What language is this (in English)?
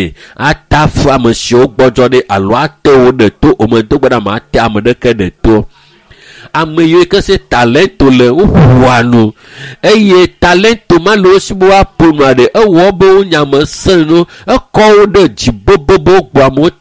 Ewe